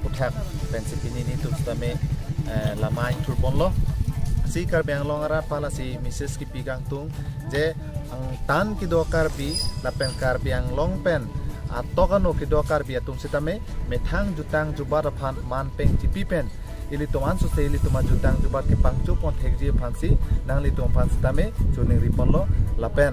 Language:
Karbi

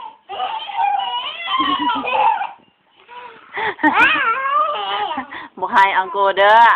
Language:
Lao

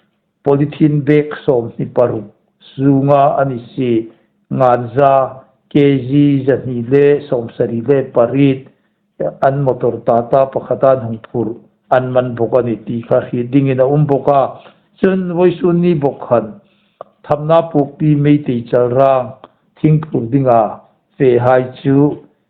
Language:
Hmar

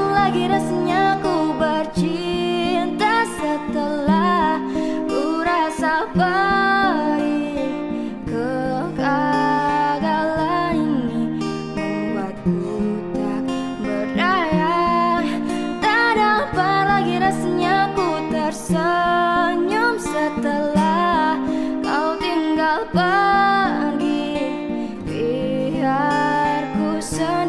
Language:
Indonesian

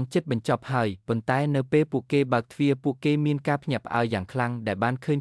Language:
Khmer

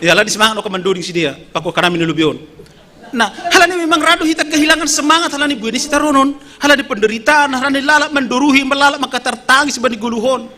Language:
Batak Simalungun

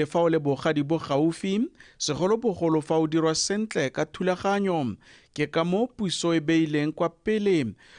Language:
Tswana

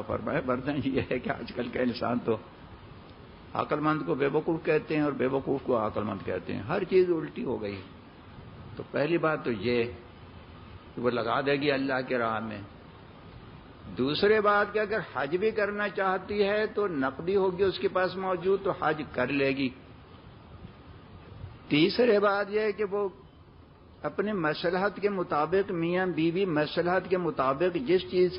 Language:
Urdu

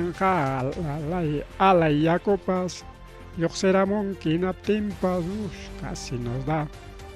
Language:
Ayacucho Quechua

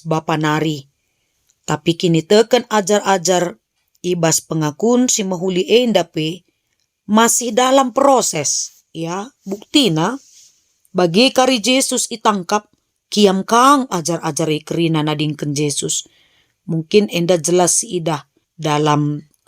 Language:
Batak Karo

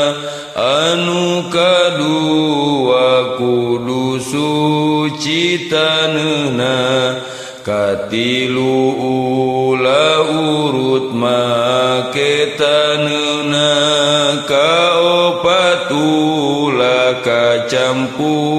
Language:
Sundanese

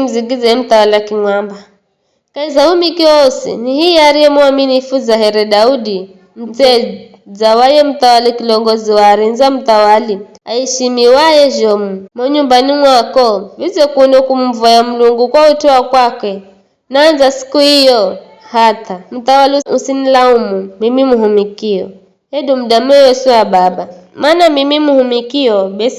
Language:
Giryama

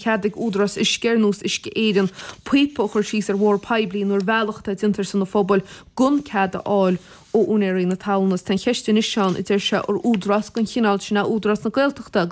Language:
Irish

